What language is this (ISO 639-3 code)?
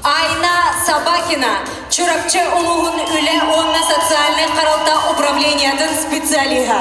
sah